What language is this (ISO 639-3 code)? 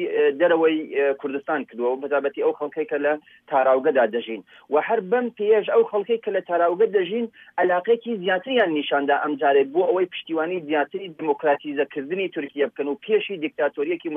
ckb